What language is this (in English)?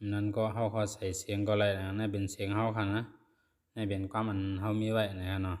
Shan